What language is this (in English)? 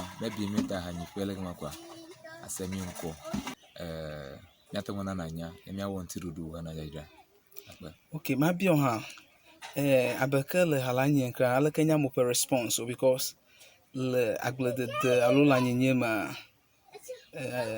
Ewe